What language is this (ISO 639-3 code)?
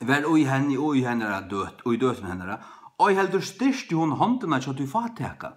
fao